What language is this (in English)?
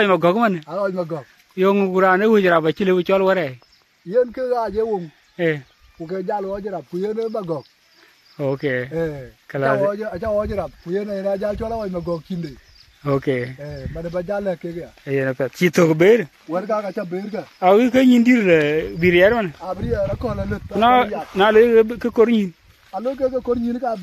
Dinka